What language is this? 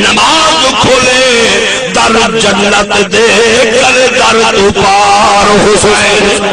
Saraiki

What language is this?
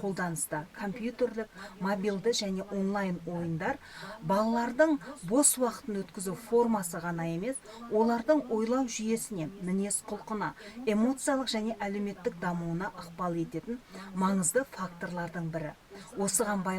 Kazakh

